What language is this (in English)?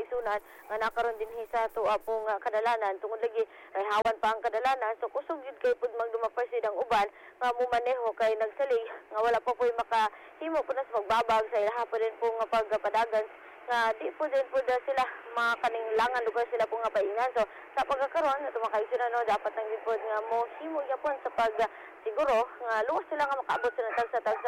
Cebuano